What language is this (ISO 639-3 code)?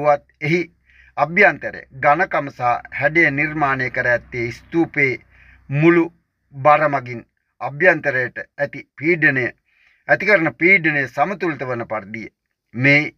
sin